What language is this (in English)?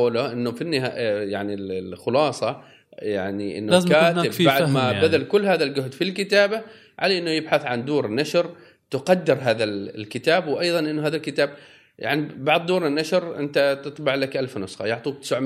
Gulf Arabic